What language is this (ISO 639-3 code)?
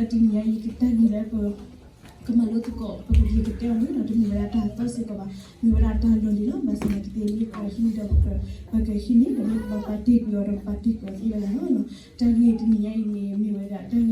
ksw